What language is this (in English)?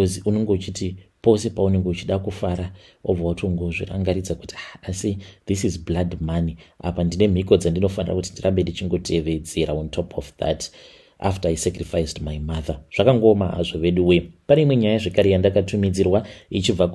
Shona